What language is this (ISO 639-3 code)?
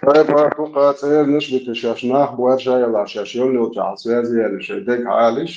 che